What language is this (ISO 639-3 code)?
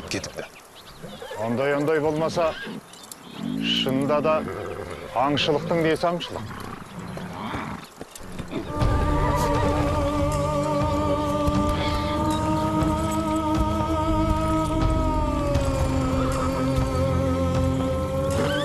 kaz